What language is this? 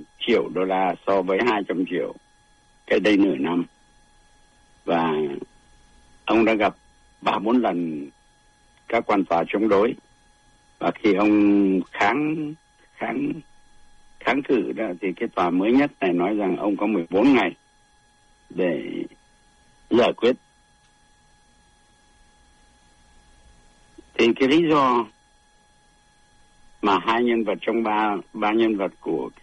Vietnamese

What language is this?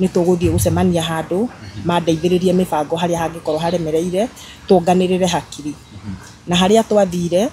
Kikuyu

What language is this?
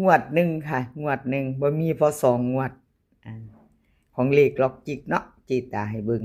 Northeastern Thai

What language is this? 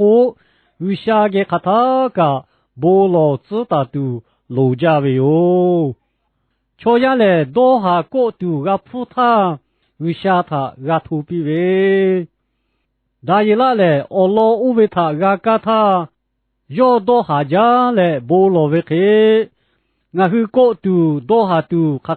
Lahu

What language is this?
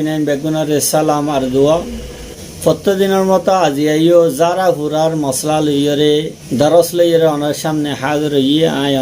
Rohingya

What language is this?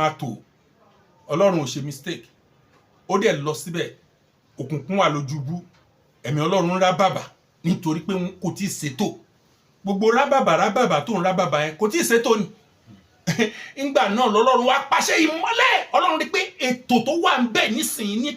Yoruba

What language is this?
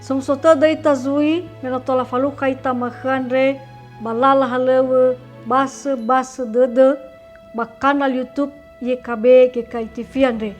Nias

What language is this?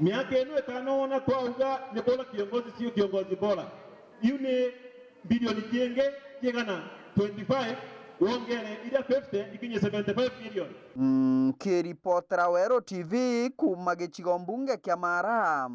Meru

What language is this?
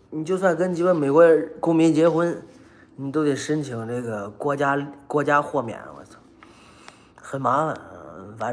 Chinese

